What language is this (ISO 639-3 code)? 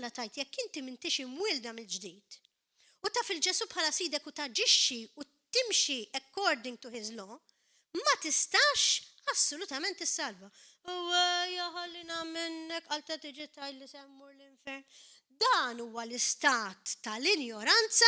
mlt